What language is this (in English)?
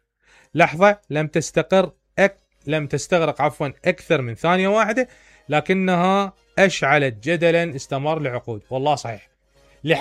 Mesopotamian Arabic